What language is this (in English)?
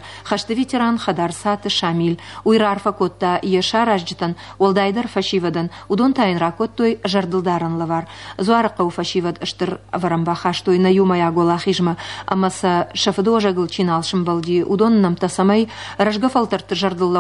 Ossetic